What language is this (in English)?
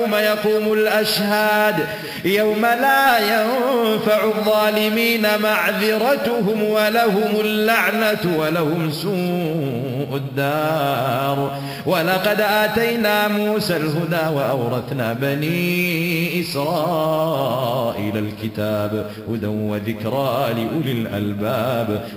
Arabic